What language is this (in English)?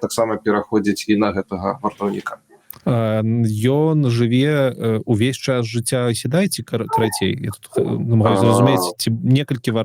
Belarusian